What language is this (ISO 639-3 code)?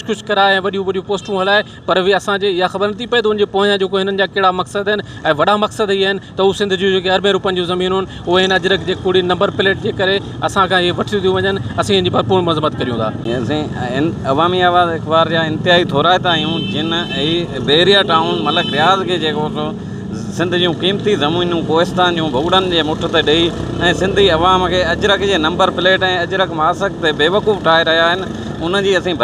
snd